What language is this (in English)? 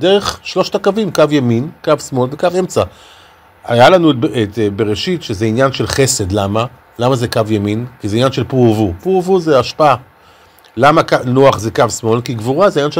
Hebrew